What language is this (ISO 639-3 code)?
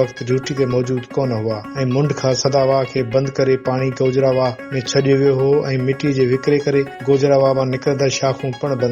snd